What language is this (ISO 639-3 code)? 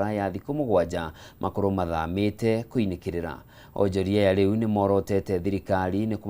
kik